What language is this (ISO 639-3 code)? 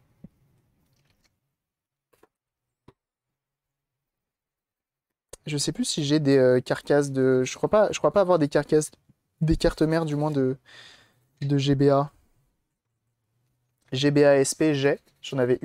fra